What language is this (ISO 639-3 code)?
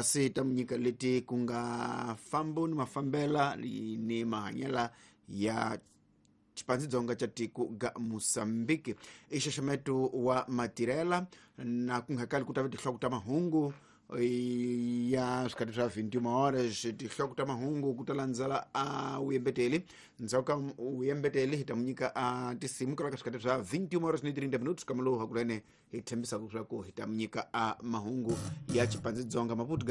tso